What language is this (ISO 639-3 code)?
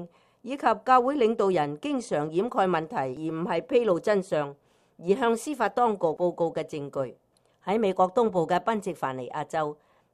yue